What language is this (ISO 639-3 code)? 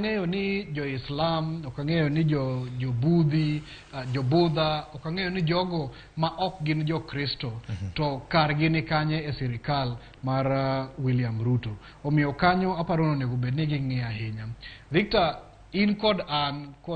luo